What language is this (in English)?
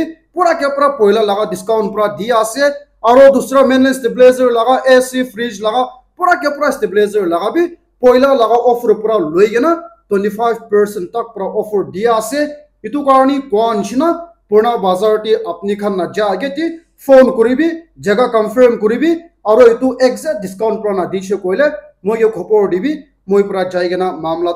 Naga Pidgin